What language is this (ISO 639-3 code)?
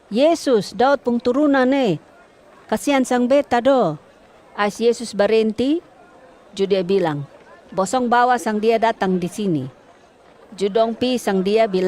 mkn